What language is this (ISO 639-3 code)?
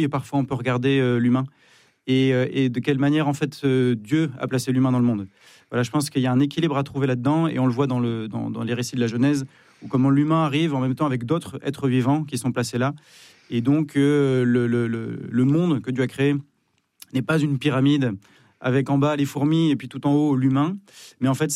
fra